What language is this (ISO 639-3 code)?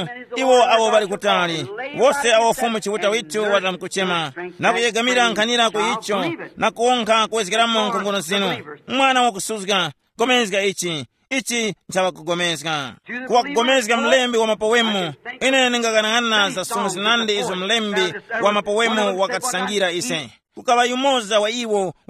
tum